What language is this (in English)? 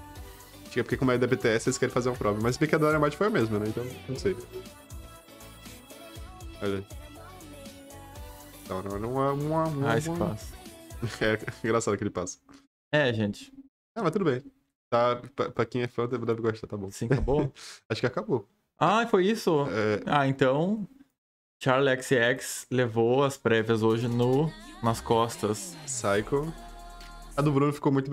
Portuguese